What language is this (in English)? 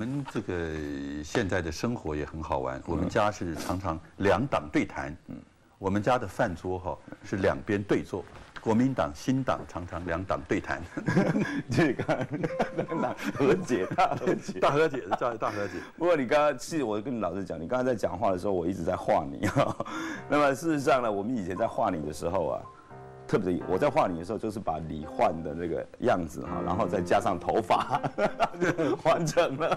Chinese